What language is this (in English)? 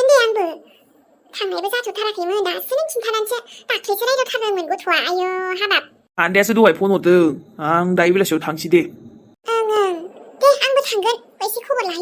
Bodo